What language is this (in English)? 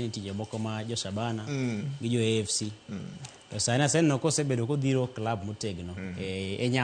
Luo (Kenya and Tanzania)